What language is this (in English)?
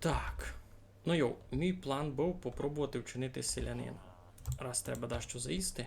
Rusyn